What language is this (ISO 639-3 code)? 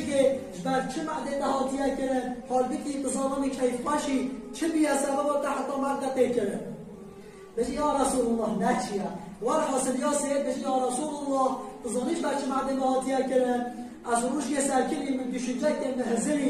kur